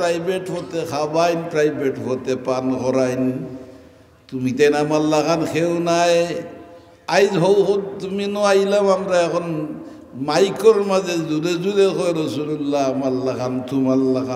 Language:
Sylheti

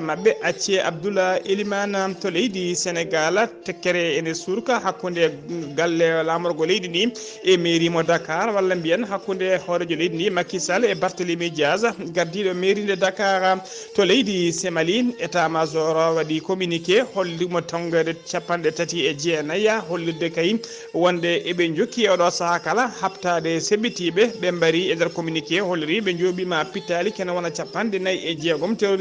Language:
Fula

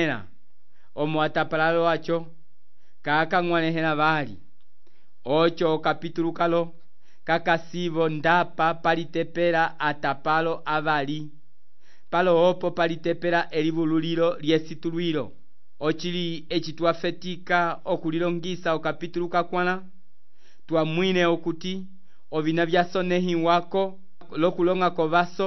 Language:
Umbundu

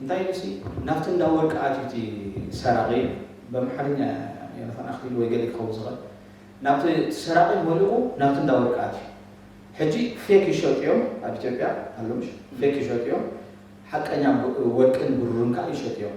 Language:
Tigrinya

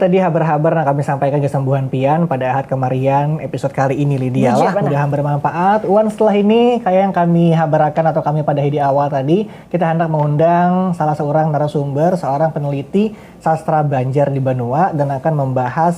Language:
Banjar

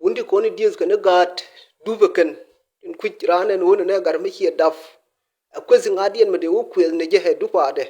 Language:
Nuer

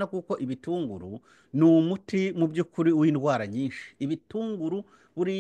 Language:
Kinyarwanda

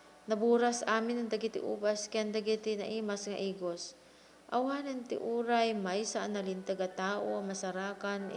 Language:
Iloko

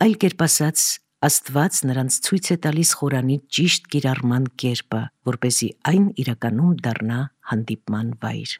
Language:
Armenian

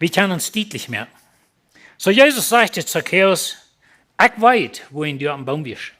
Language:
Plautdietsch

